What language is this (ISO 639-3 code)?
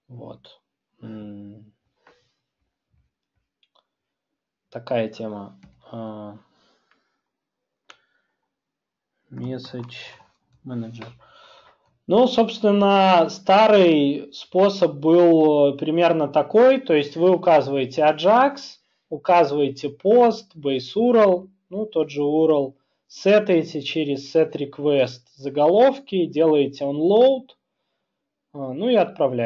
rus